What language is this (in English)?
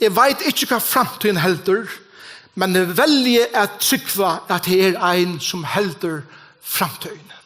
Faroese